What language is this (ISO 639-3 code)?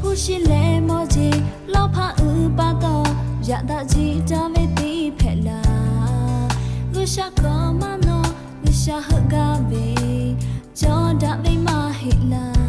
lhu